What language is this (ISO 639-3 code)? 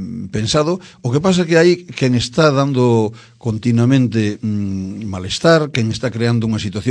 glg